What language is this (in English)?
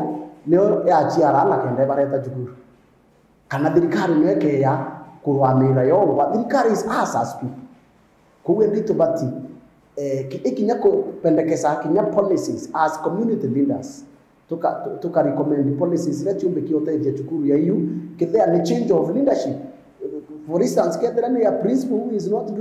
Meru